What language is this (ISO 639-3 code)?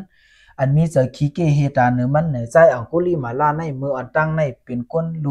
shn